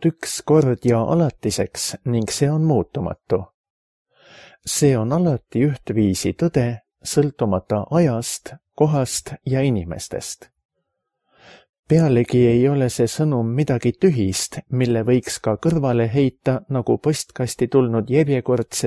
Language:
Estonian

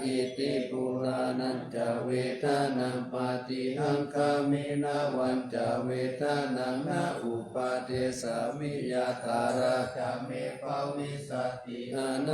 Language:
Pali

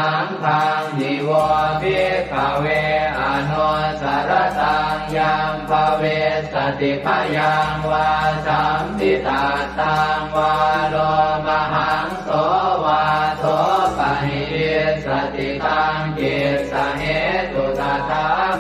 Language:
Pali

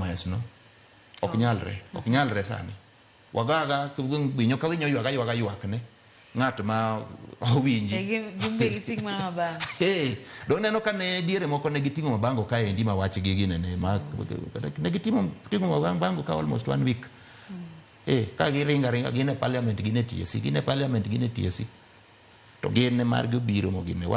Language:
Luo (Kenya and Tanzania)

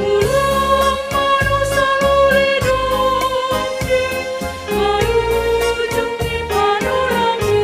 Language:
Batak Simalungun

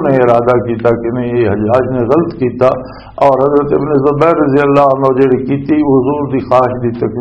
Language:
Western Panjabi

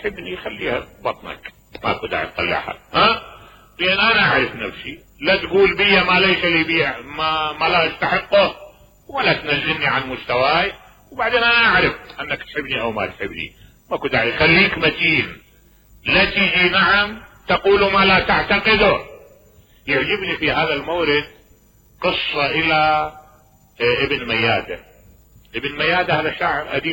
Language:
Mesopotamian Arabic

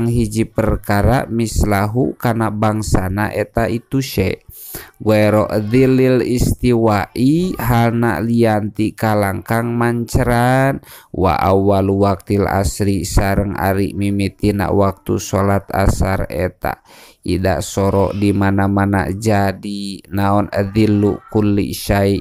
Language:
Sundanese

